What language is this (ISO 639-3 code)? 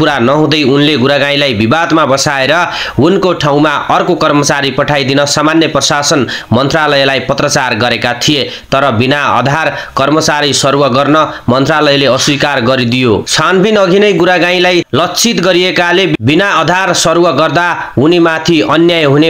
nep